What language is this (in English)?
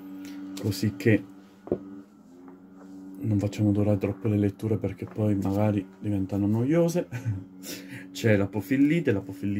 Italian